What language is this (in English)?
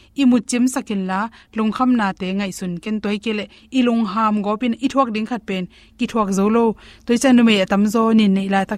Tedim Chin